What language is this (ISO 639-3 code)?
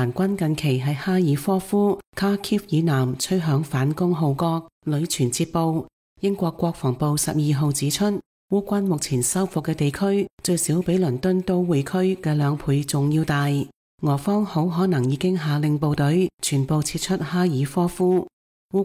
yue